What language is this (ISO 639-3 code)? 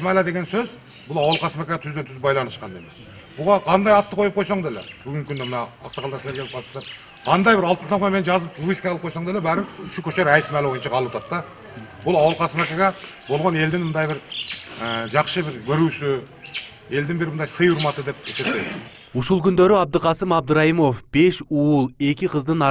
kir